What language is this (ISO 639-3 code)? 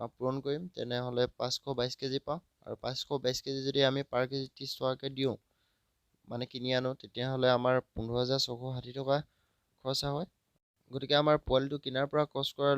asm